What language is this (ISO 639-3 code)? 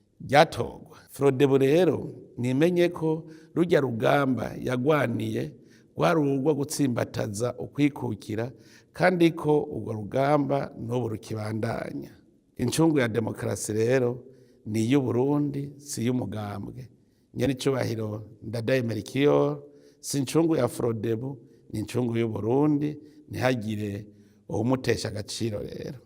run